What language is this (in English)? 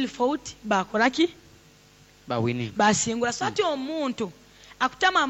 Nyoro